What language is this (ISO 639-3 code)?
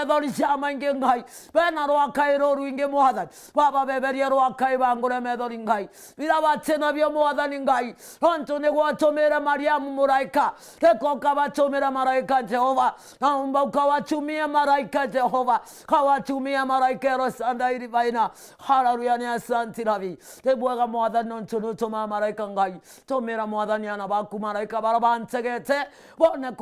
mer